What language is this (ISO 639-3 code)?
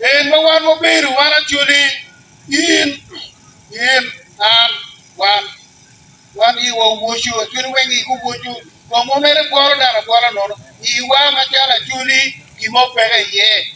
ach